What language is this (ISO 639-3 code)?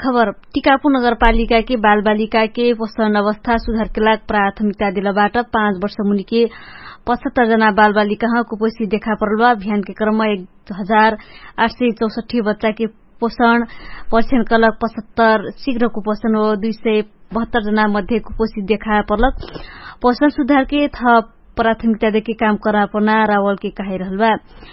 thl